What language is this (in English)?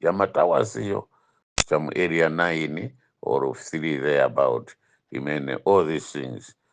Nyanja